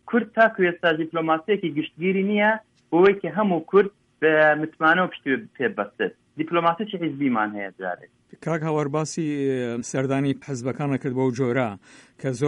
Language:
Central Kurdish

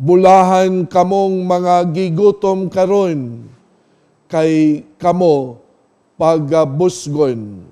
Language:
Cebuano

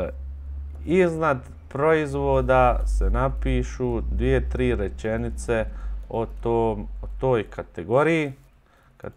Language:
Bosnian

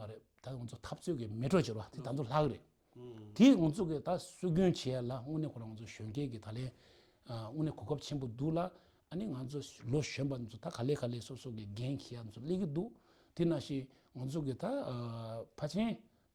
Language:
Tibetan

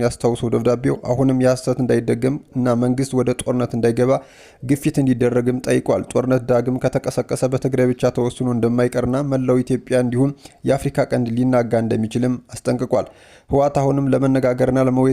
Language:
Amharic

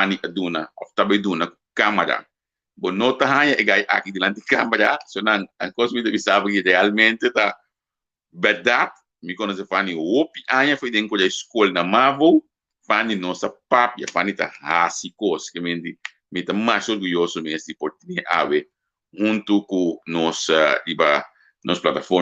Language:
Papiamento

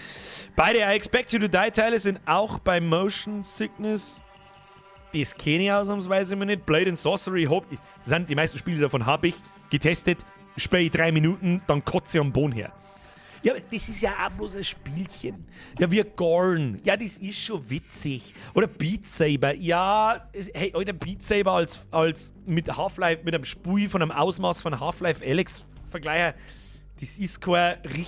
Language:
Bavarian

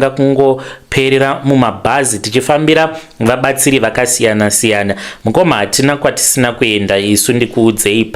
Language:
Shona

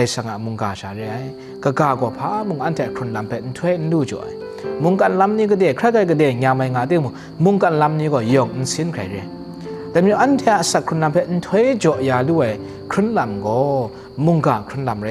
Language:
Kachin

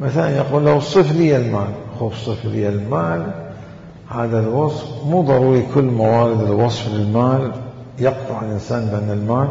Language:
Mesopotamian Arabic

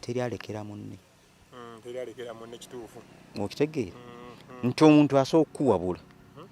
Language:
Ganda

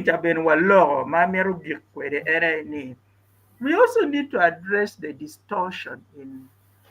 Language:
Acoli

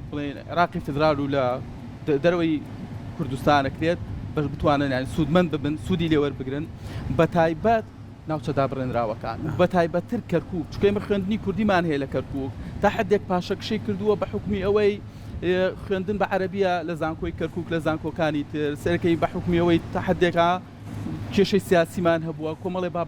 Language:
Central Kurdish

